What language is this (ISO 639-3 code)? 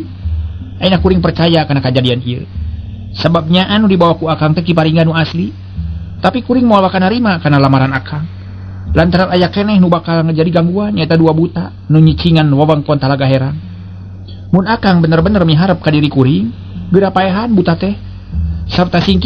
sun